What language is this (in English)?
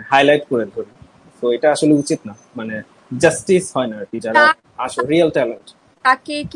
Bangla